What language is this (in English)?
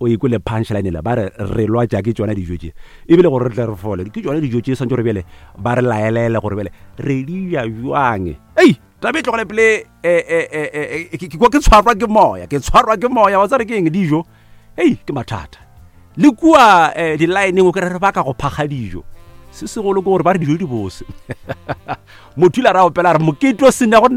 Northern Sotho